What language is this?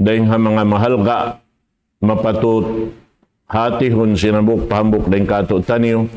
Tausug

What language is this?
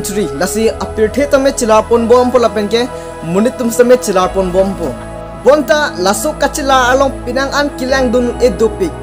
Karbi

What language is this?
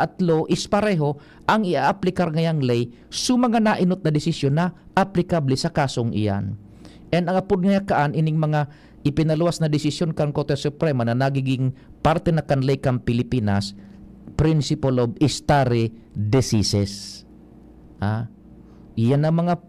Bikol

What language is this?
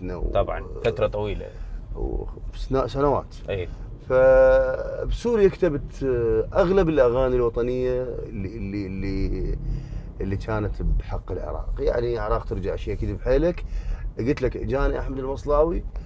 Mesopotamian Arabic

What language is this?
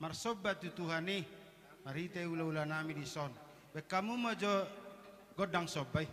Batak Toba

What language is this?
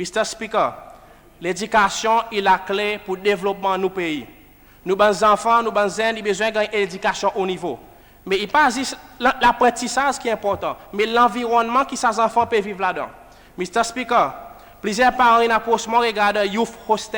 Seselwa Creole French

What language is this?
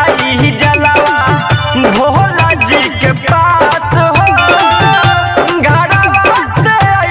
Bhojpuri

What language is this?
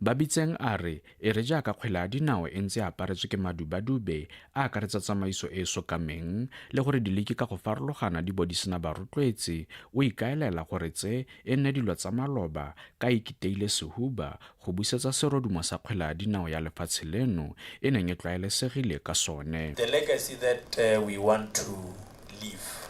Tswana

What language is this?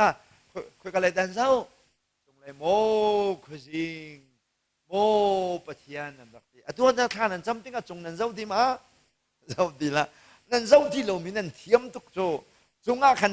Hakha Chin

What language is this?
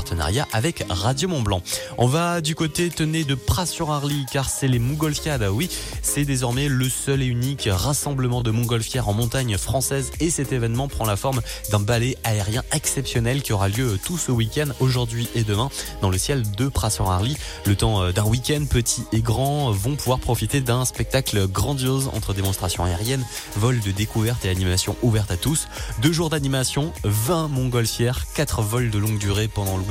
French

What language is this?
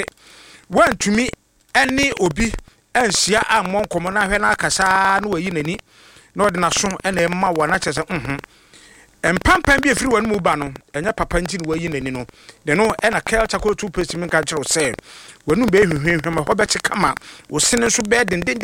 Akan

